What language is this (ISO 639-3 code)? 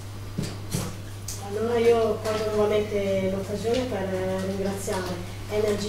ita